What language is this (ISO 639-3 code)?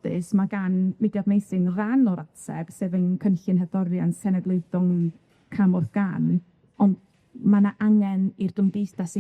cym